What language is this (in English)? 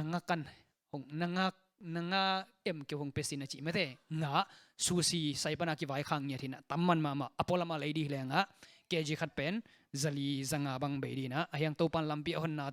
Tedim Chin